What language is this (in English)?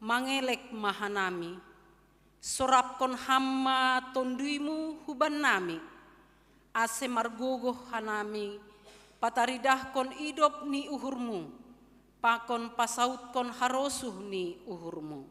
Batak Simalungun